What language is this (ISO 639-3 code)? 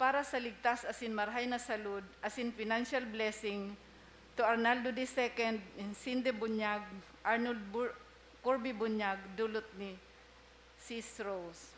bik